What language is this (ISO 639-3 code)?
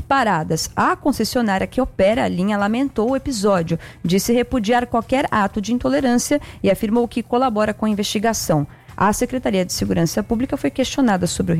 por